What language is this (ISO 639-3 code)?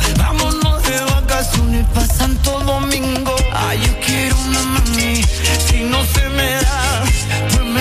spa